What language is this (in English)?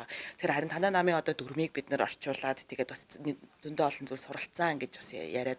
Mongolian